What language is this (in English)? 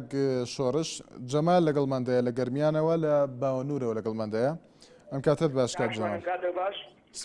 Central Kurdish